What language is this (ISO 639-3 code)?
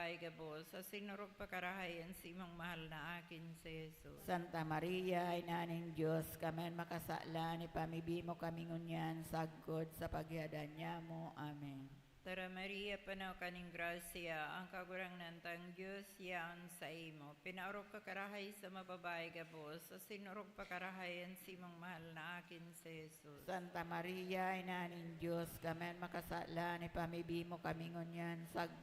bik